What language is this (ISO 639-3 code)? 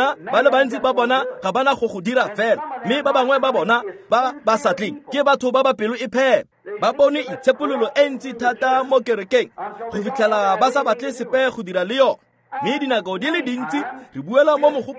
tsn